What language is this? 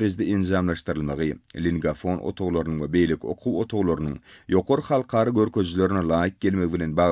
Turkmen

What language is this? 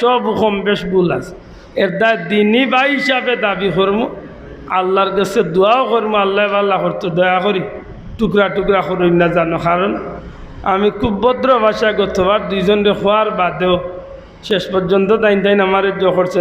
Sylheti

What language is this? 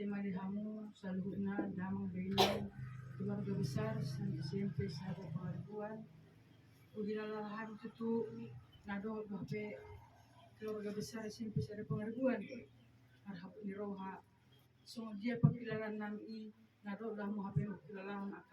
Batak Toba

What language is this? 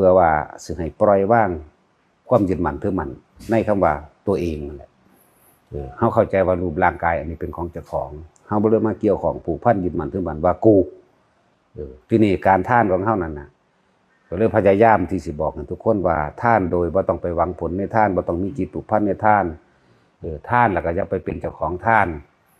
Northeastern Thai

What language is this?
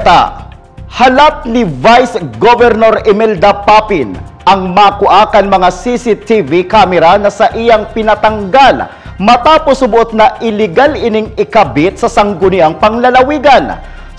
Bikol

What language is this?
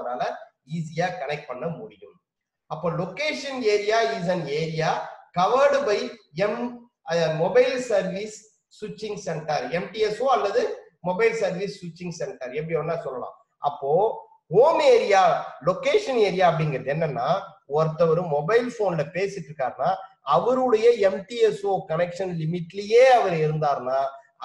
Tamil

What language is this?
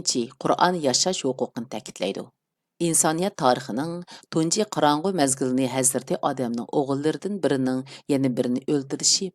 Uyghur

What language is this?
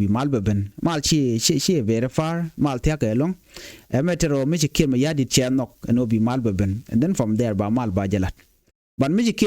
Nuer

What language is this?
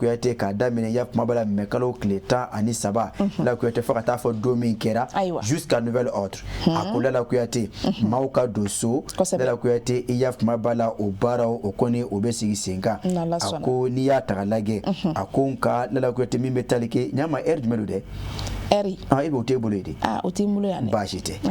Bambara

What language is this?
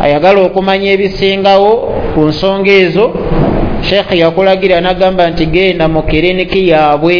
Ganda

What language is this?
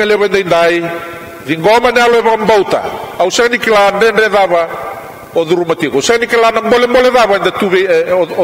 Fijian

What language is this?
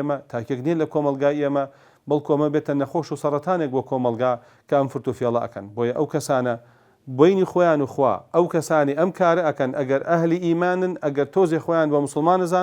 Central Kurdish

